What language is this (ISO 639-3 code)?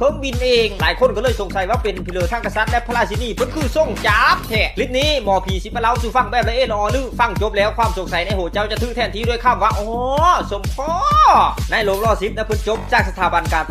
lao